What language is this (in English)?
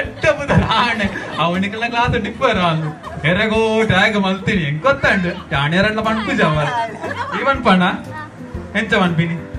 Tulu